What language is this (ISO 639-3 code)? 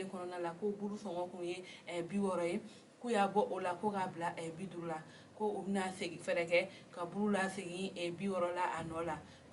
bam